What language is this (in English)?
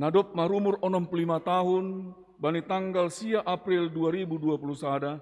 Batak Simalungun